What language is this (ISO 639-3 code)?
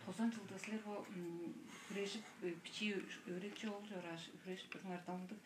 tyv